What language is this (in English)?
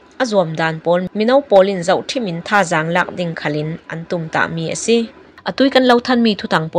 Burmese